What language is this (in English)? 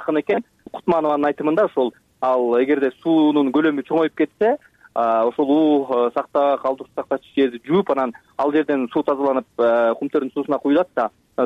Kyrgyz